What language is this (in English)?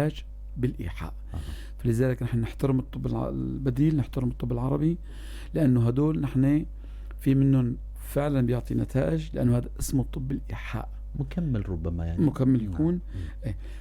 North Levantine Arabic